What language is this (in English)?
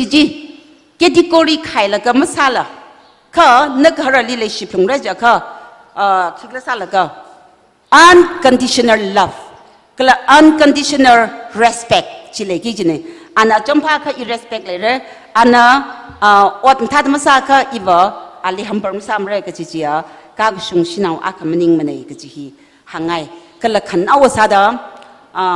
Tangkhul Naga (India)